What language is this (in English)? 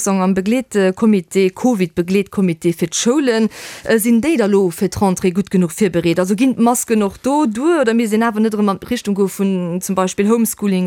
Luxembourgish